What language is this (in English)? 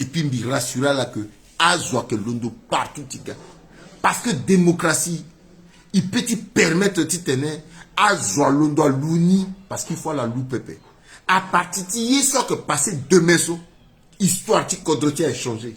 Sango